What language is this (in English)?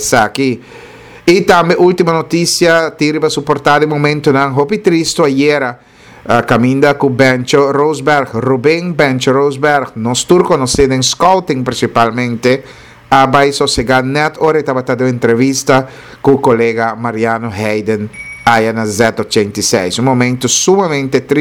Papiamento